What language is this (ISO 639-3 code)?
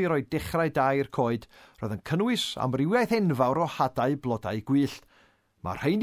cym